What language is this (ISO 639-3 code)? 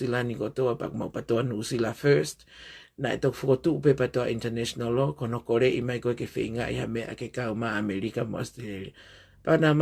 ton